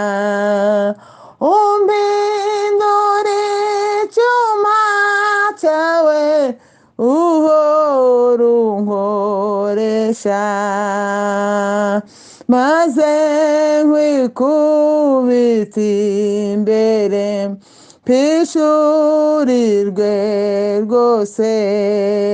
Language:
Kinyarwanda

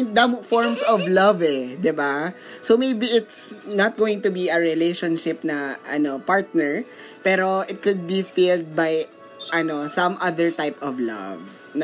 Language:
Filipino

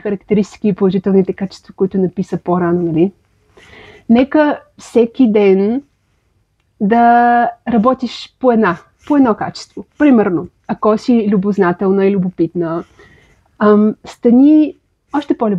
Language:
Bulgarian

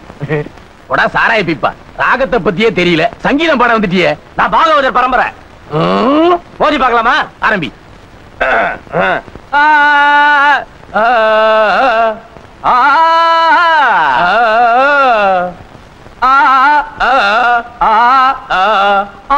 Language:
Tamil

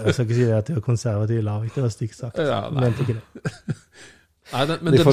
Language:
Norwegian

